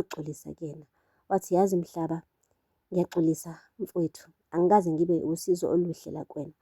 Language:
Zulu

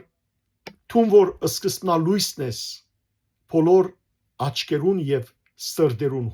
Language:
Western Armenian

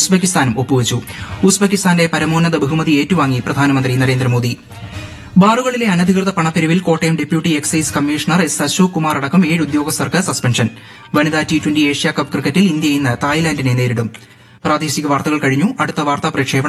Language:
Malayalam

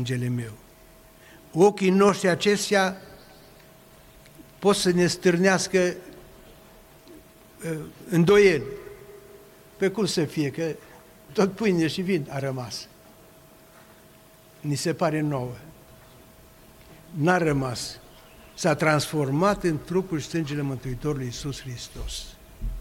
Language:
Romanian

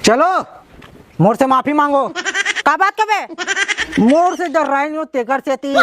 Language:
Chhattisgarhi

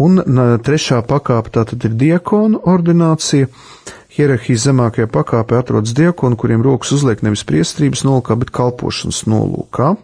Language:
Latvian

